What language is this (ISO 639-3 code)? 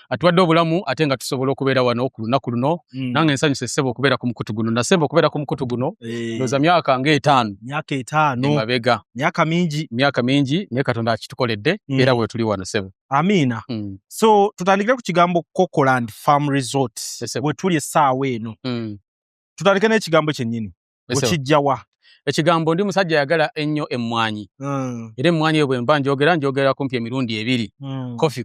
lug